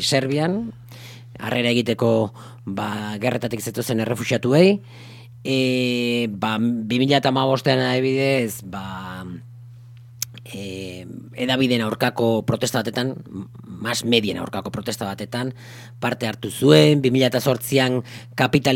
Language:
Basque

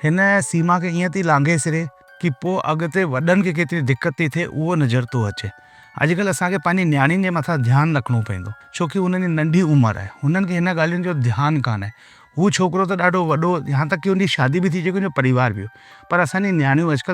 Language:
Sindhi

